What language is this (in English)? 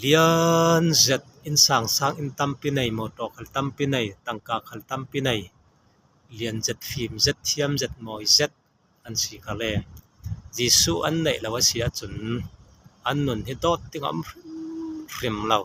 Falam Chin